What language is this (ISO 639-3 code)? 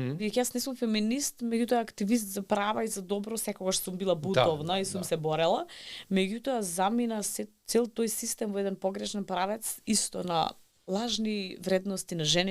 mkd